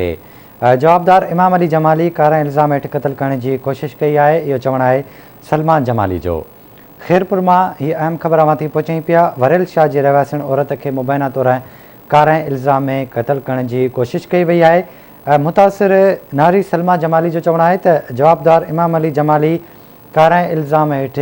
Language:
Sindhi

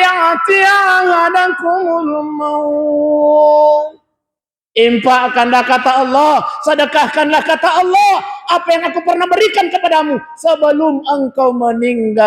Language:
Buginese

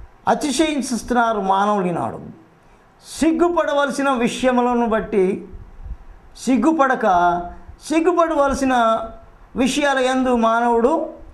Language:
Telugu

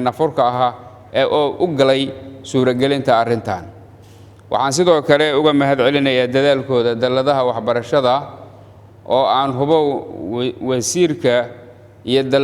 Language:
Somali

